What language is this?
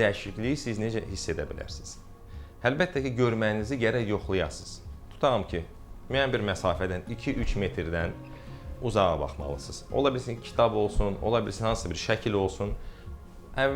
Azerbaijani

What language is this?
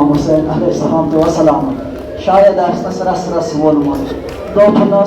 Kashmiri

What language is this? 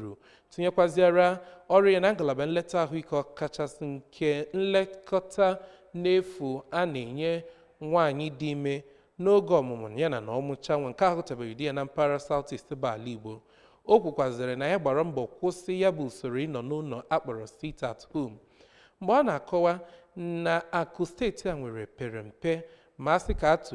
Igbo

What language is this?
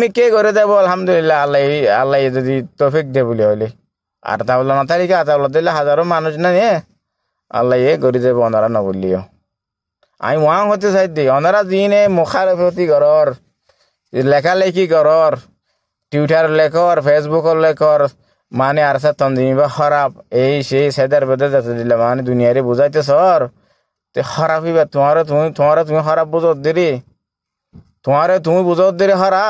Rohingya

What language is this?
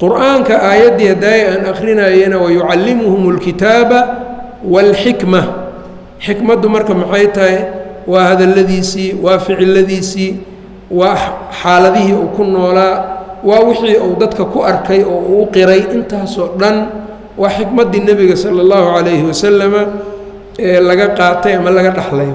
Somali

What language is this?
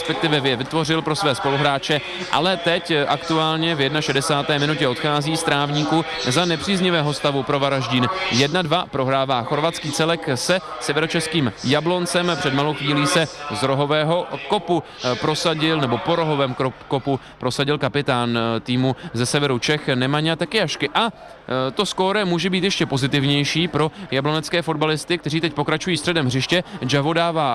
Czech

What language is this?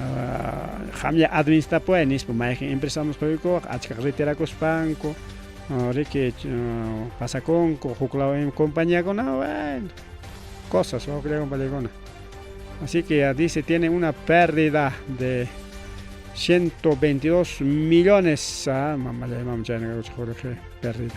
Ayacucho Quechua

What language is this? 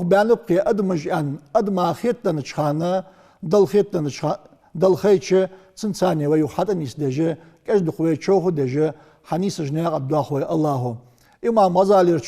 Ingush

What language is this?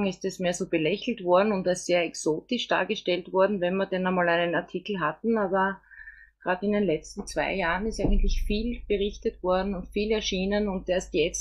German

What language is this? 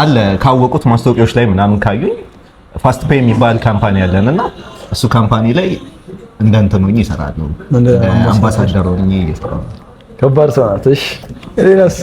Amharic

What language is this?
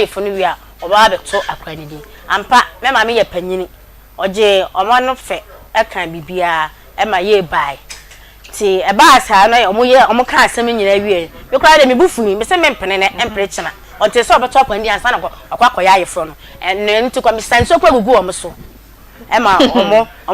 Akan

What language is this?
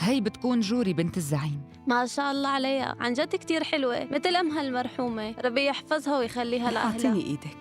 North Levantine Arabic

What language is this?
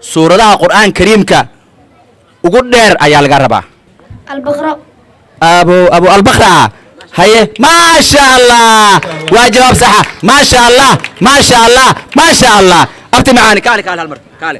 Somali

